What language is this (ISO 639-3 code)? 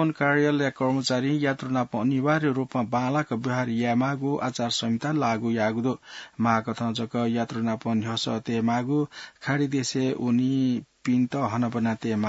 new